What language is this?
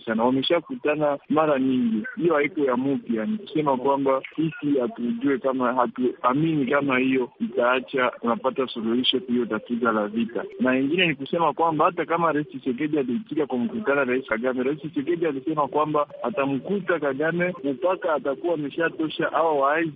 Swahili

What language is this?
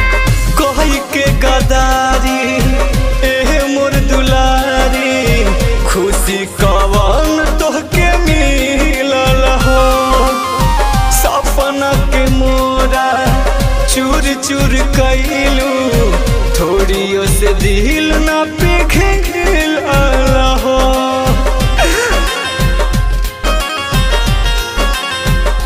Bhojpuri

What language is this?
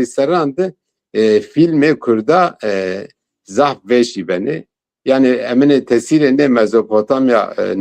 Zaza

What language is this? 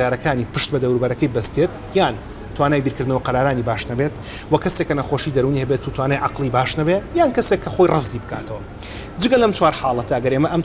Central Kurdish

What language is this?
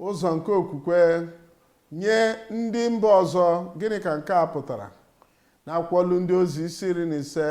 Igbo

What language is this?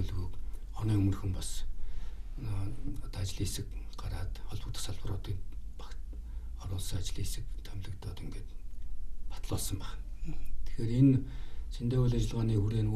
Mongolian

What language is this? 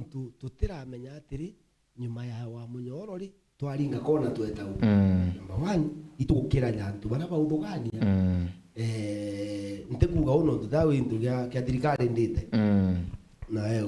Meru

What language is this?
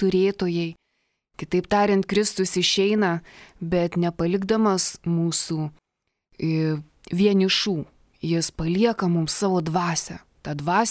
Lithuanian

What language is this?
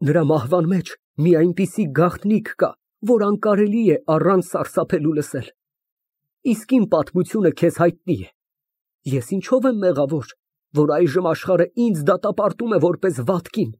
Armenian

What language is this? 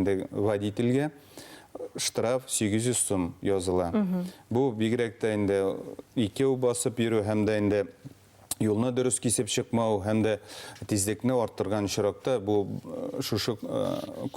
Bashkir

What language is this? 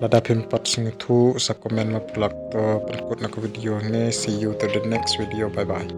Khasi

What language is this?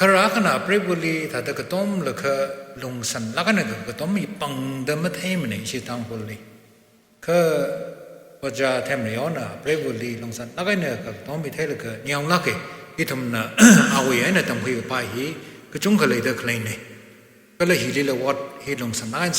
Tangkhul Naga (India)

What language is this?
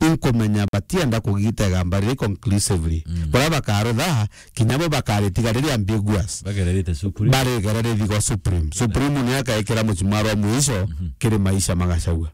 Meru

